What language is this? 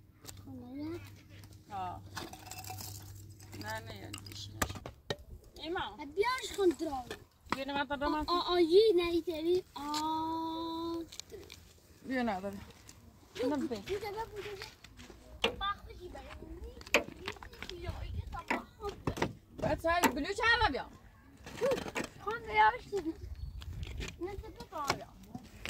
Persian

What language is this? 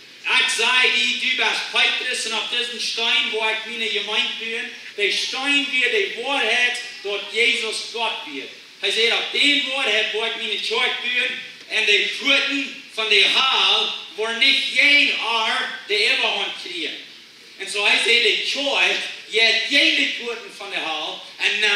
Plautdietsch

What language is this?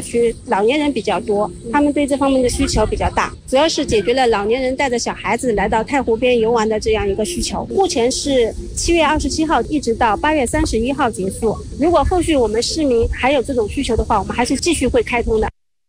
Chinese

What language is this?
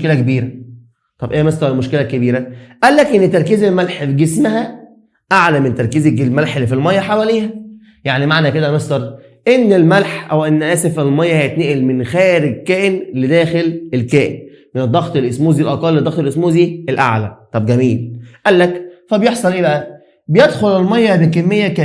Egyptian Arabic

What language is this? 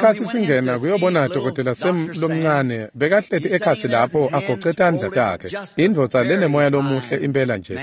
Swati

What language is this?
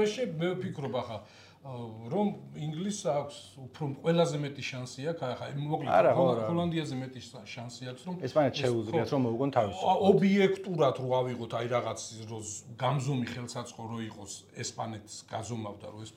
Georgian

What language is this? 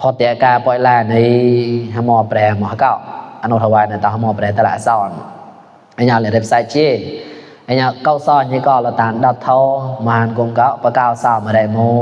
Mon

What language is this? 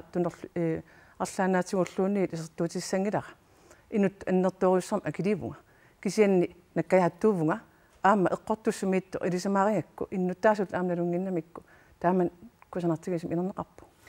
Kalaallisut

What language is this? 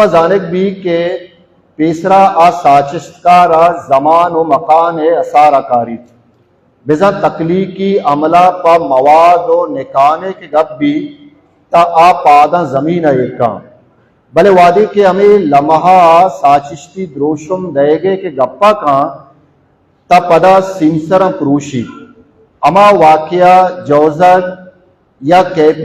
Baluchi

